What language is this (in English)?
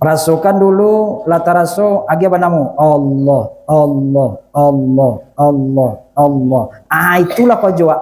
Minangkabau